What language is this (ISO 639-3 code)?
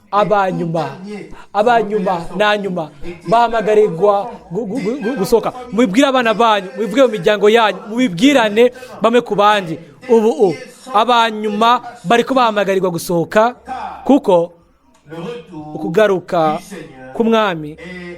run